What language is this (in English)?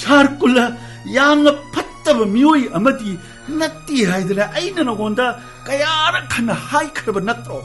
Manipuri